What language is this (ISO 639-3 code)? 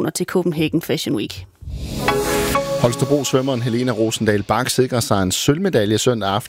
dan